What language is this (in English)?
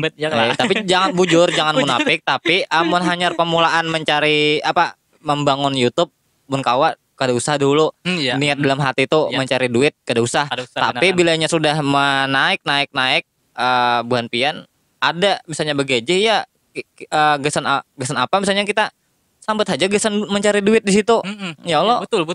Banjar